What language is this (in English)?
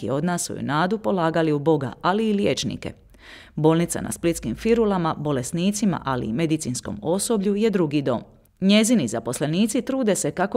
Croatian